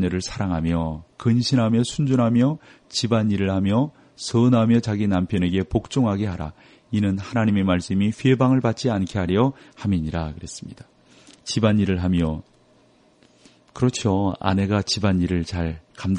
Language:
Korean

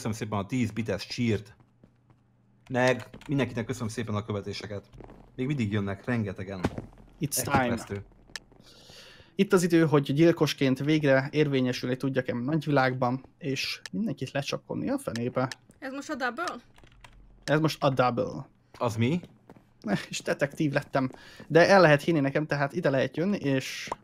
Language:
Hungarian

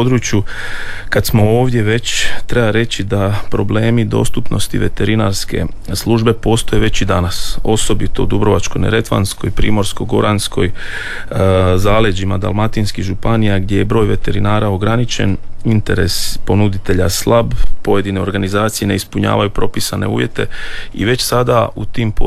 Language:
Croatian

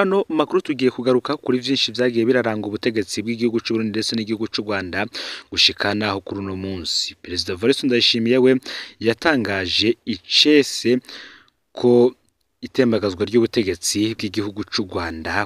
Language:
Rundi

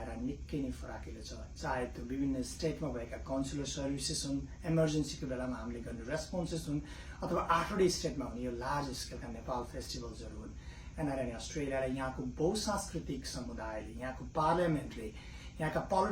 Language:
Nepali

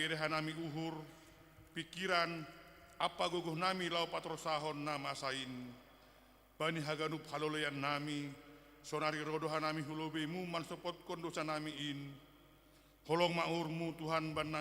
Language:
Batak Simalungun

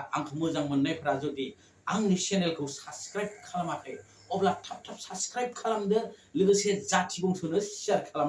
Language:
Bodo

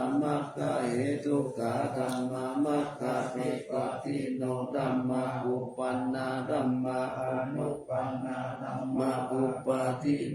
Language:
Pali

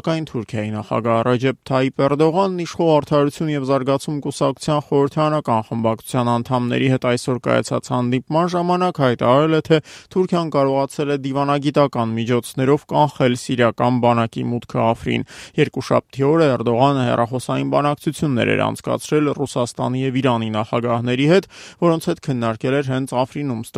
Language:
Armenian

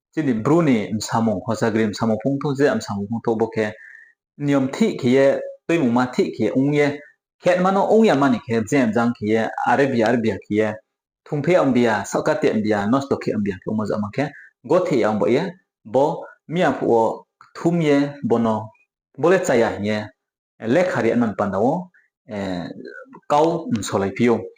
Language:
Riang (India)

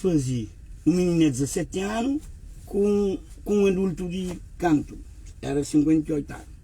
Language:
Kabuverdianu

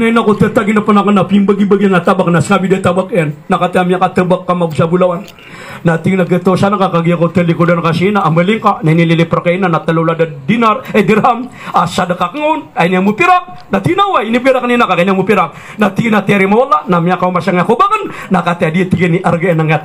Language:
Maranao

